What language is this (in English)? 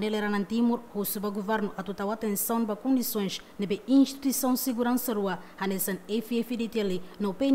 Tetum